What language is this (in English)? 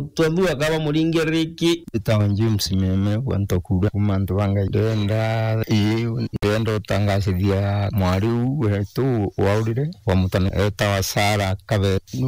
Meru